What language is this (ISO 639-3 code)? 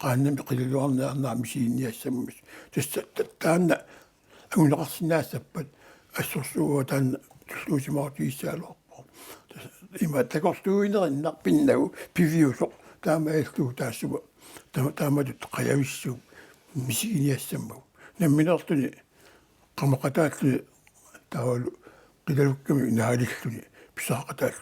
kal